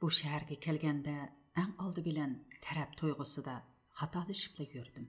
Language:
Uyghur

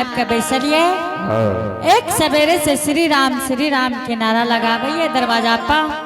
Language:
Angika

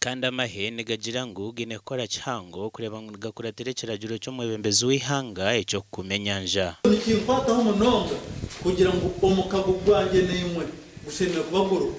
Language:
Nyankole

